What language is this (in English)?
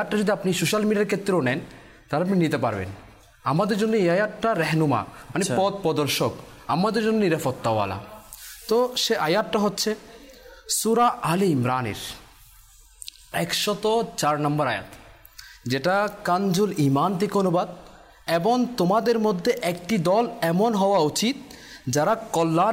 Bangla